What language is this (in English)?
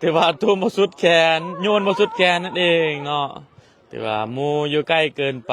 Lao